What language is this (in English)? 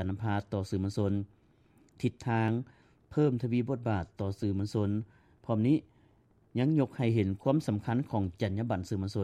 Lao